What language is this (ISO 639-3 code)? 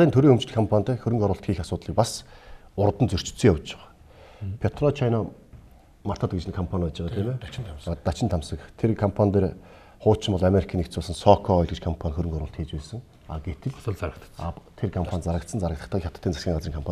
mon